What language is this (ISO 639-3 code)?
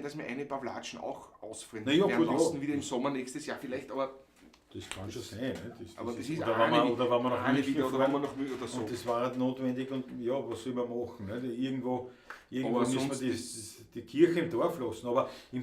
bar